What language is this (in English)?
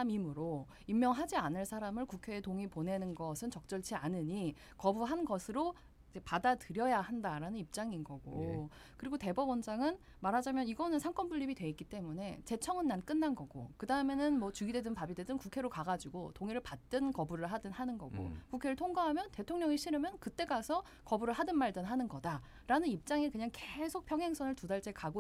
Korean